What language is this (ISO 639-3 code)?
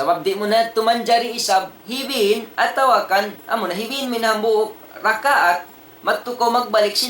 tsg